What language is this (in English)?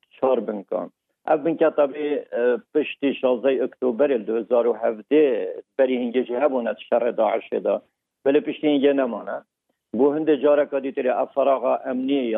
Kurdish